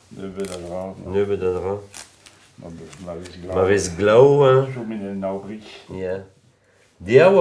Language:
Breton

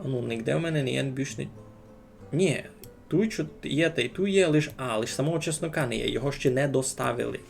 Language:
Rusyn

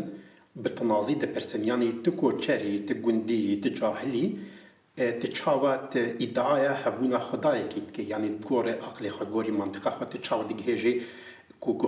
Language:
Kurdish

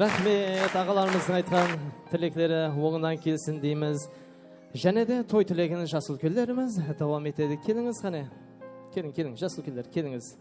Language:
Kara-Kalpak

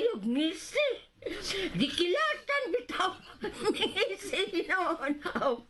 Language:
Cebuano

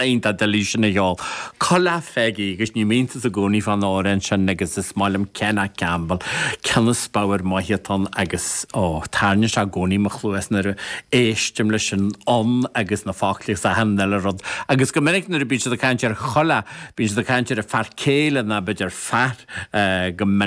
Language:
Irish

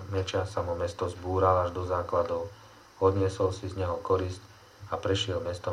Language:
Slovak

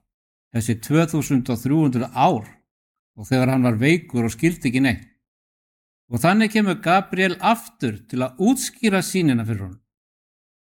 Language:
Icelandic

